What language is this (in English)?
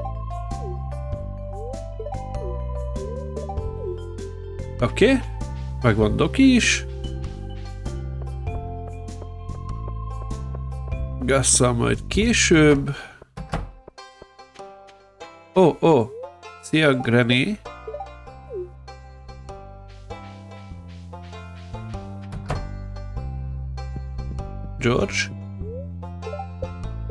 Hungarian